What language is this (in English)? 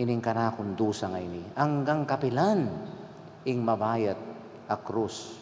Pampanga